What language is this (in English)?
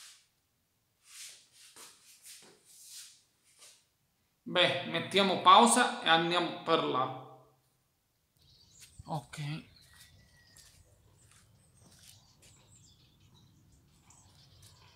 Italian